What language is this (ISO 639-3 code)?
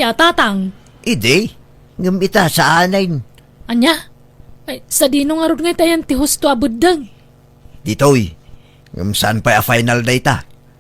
ilo